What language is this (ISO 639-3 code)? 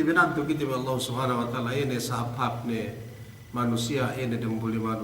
yka